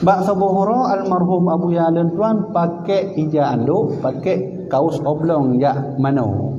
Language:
Achinese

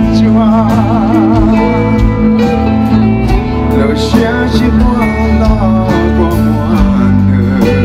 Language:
Vietnamese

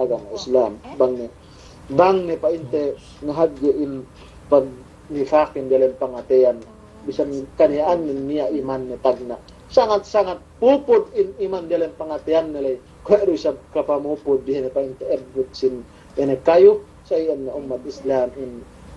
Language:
Yakan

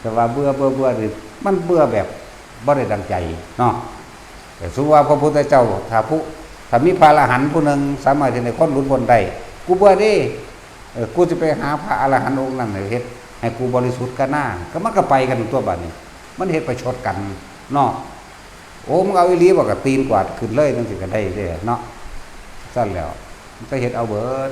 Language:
Northeastern Thai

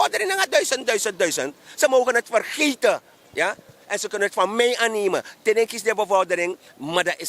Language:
Sranan Tongo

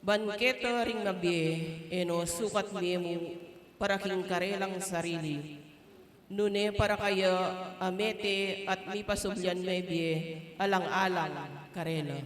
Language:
Pampanga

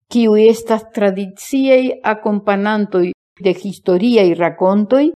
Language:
Esperanto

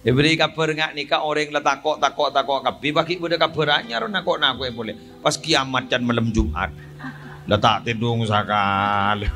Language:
Madurese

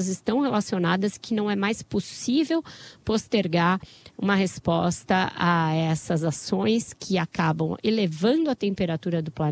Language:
Portuguese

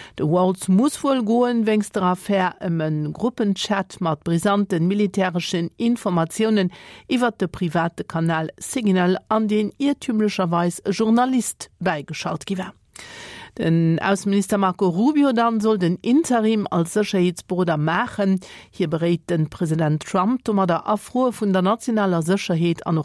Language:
Luxembourgish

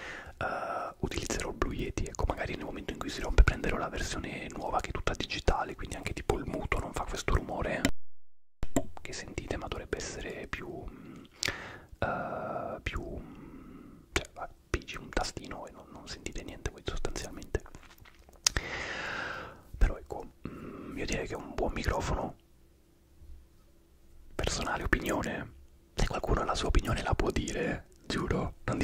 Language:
Italian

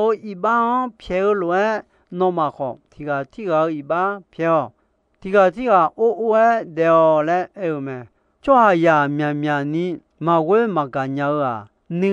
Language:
Akha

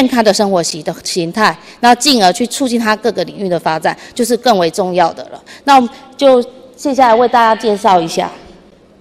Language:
Chinese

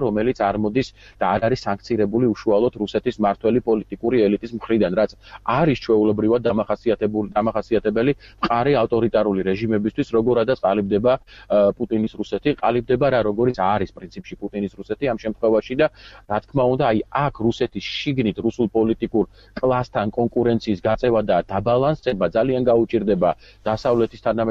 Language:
Georgian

